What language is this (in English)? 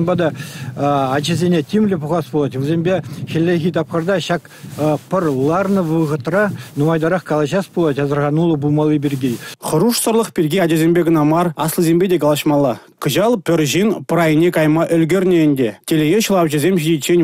Chuvash